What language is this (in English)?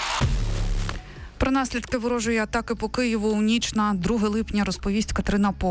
Ukrainian